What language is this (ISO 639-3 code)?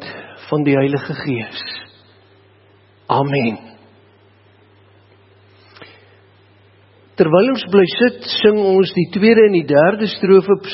afr